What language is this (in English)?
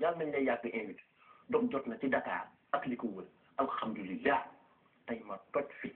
Wolof